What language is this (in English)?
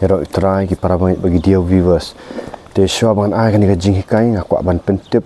Khasi